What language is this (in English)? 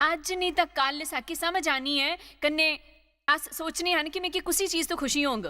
Dogri